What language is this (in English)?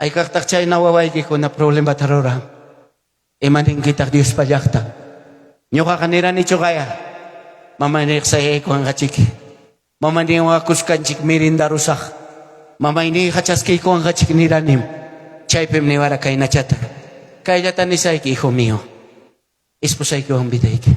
Ayacucho Quechua